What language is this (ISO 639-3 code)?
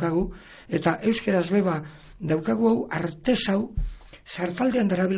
eus